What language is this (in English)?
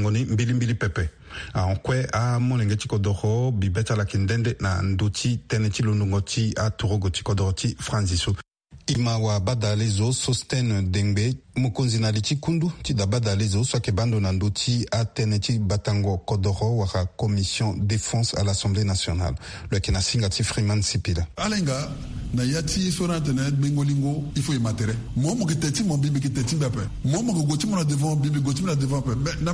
Sango